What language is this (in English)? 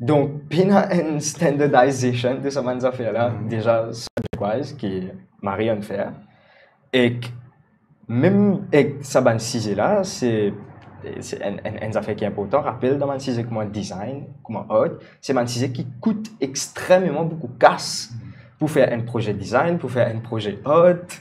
Morisyen